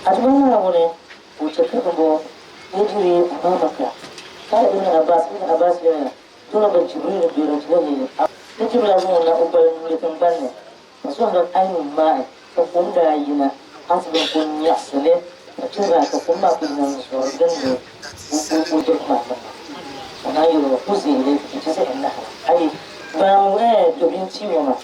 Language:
Dagbani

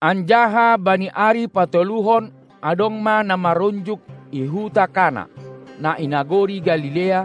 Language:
Batak Simalungun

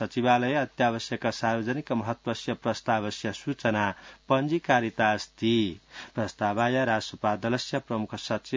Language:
Sanskrit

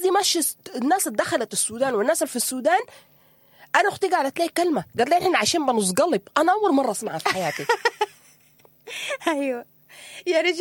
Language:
Sudanese Arabic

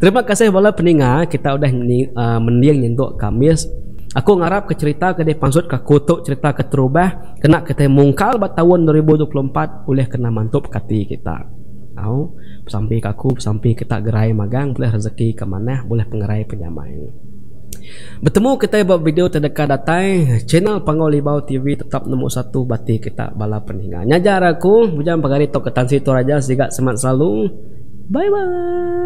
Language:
Iban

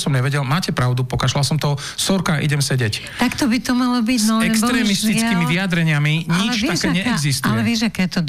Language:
Slovak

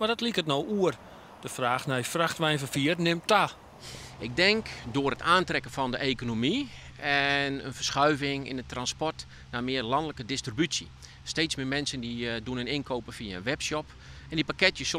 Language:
Western Frisian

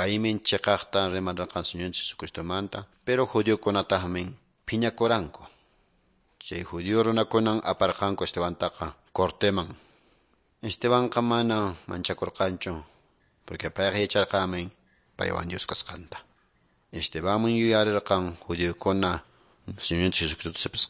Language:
Quechua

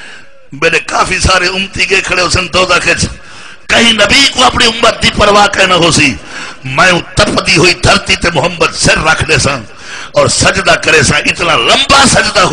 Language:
Saraiki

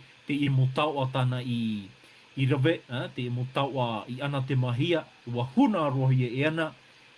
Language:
Tahitian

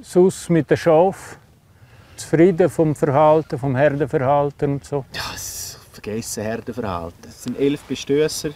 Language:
Romansh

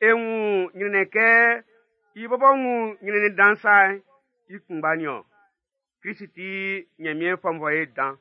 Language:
Baoulé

